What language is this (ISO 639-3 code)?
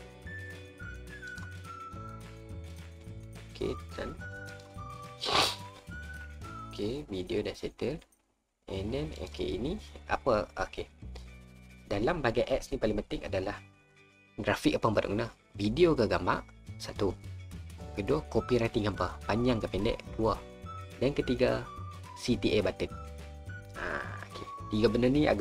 msa